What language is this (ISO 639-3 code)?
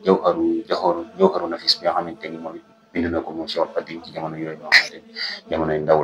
wol